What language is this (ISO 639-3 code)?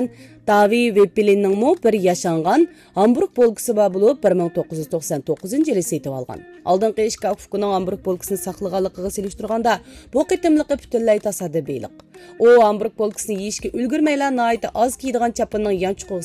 uig